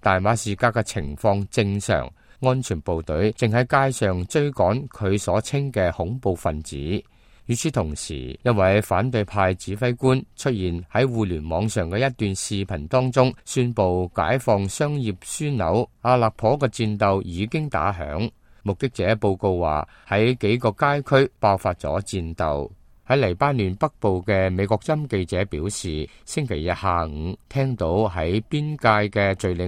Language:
Cantonese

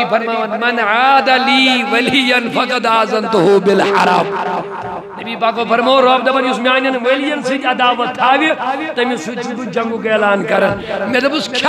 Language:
Kashmiri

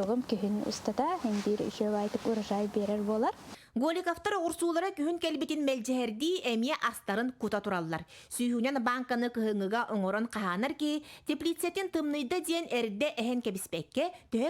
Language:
Yakut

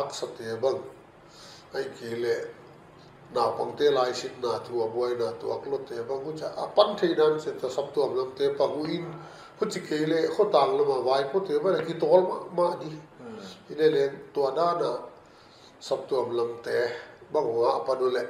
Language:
Paite Chin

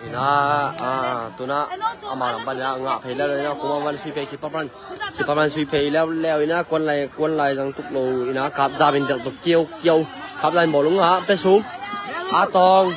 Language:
Tedim Chin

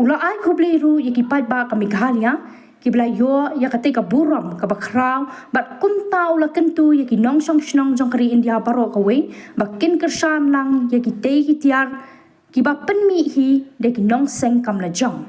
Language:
Khasi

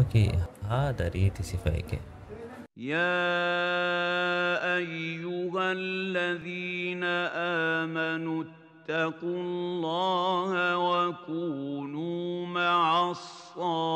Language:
Divehi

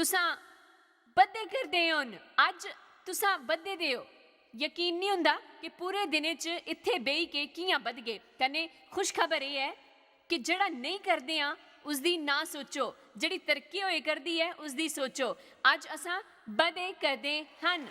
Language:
Dogri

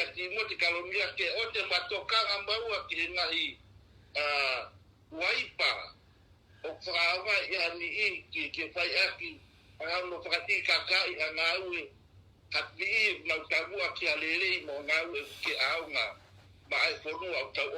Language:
Tongan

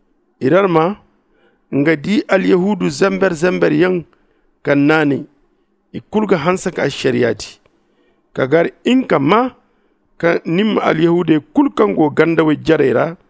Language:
Zarma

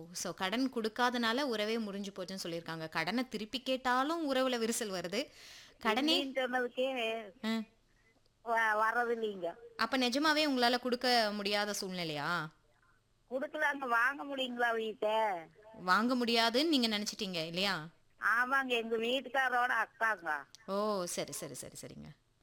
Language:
Tamil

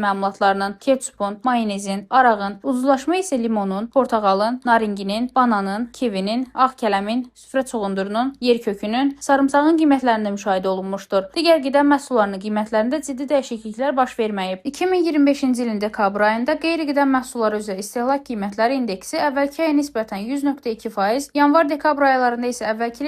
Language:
Azerbaijani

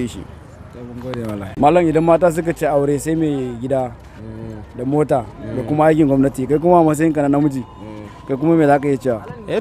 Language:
Hausa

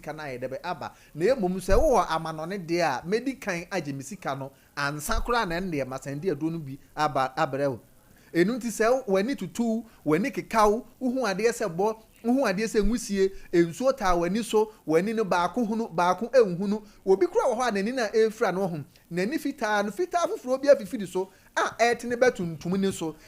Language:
Akan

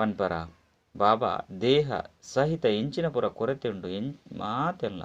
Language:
Tulu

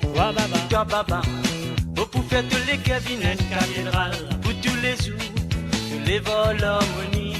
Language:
Morisyen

